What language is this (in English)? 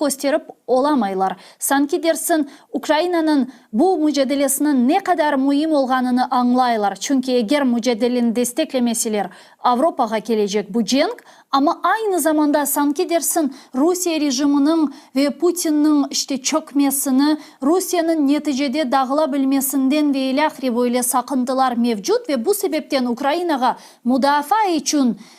Crimean Tatar